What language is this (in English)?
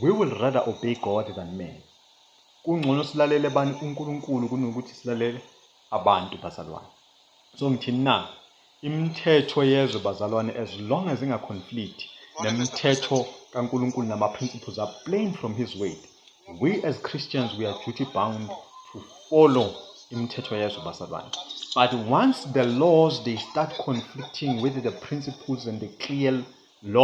Zulu